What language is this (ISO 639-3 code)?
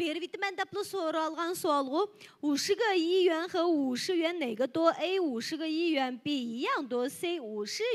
uig